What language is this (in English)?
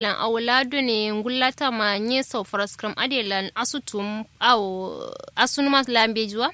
Kanuri